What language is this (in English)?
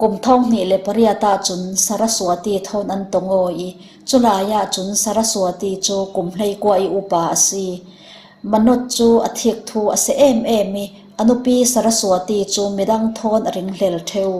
Falam Chin